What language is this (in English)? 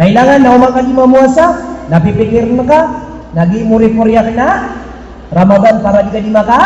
Maranao